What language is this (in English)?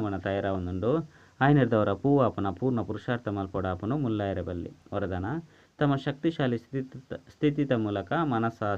Tulu